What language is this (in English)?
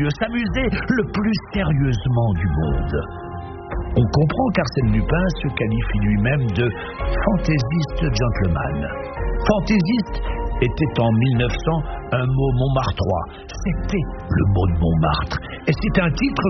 French